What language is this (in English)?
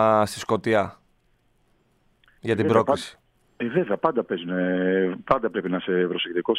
Greek